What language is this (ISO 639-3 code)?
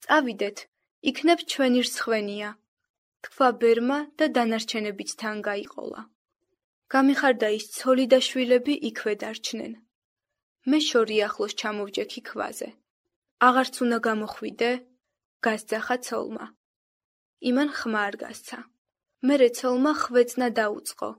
kat